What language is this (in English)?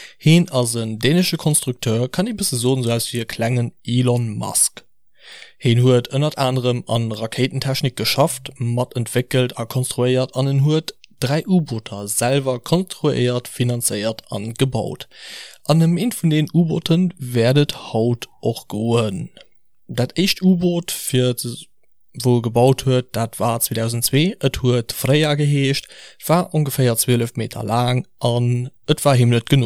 Luxembourgish